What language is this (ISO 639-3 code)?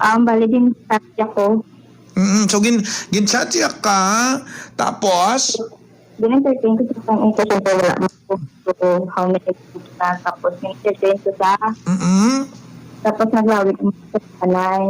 hil